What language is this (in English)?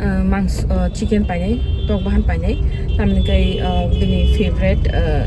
Kok Borok